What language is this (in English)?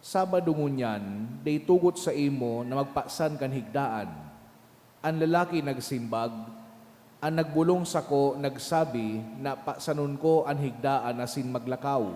Bikol